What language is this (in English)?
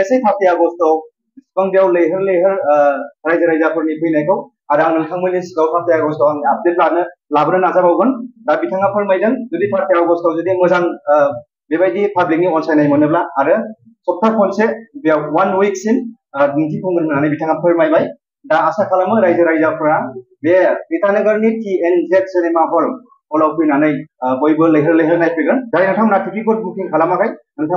Bodo